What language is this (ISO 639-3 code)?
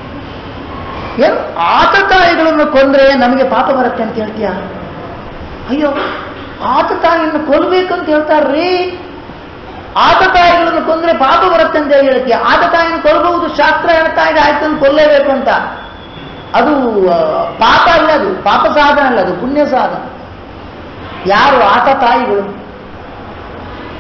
kan